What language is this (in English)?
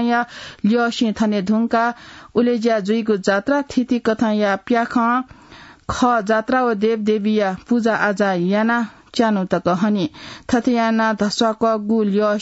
Newari